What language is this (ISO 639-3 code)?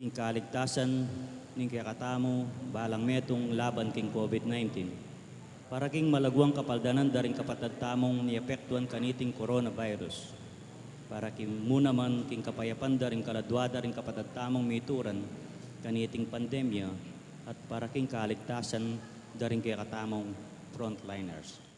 pam